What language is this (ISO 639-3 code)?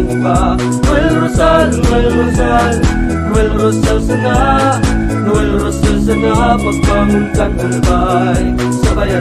bik